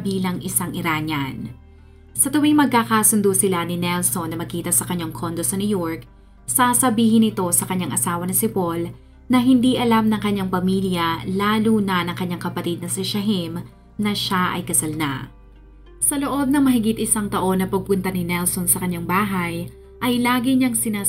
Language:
Filipino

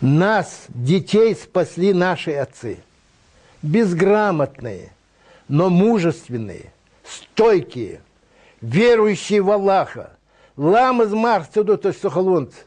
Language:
Ingush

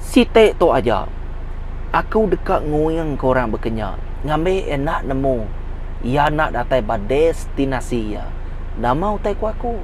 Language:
Iban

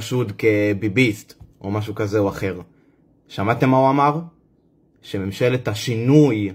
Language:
Hebrew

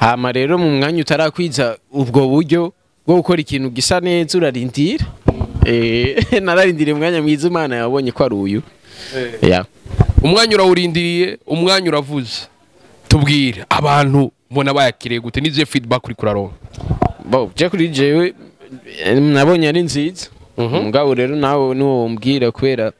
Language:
Rundi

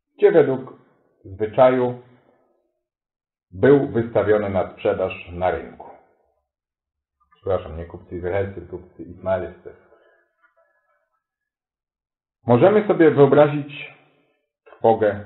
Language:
Polish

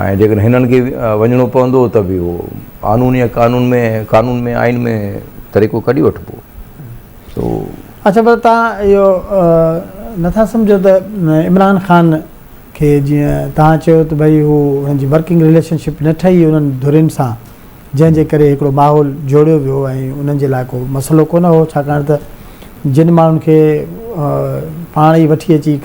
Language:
Sindhi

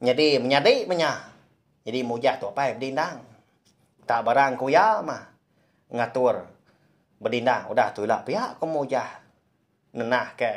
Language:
Iban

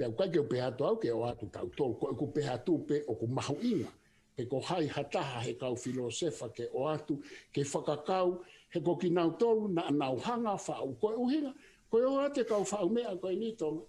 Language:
Tongan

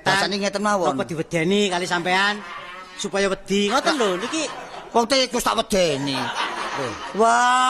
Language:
Javanese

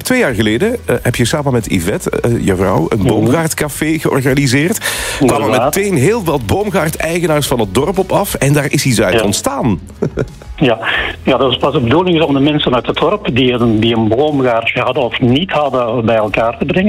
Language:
Dutch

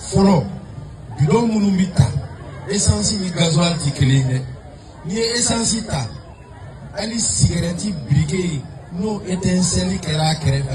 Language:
Bambara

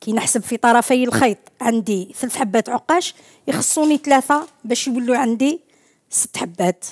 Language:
Algerian Arabic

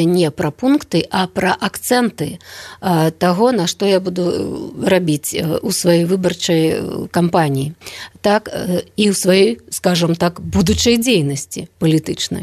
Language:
Belarusian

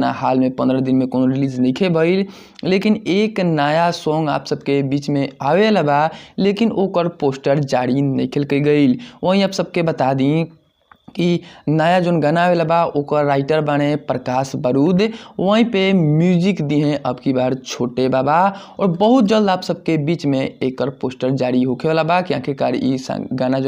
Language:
Bhojpuri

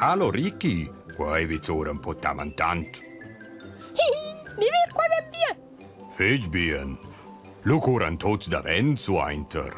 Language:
Romansh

